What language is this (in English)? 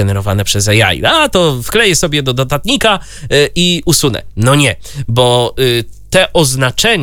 Polish